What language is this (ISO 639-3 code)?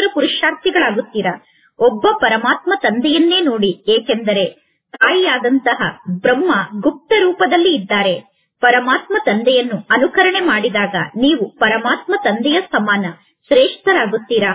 kan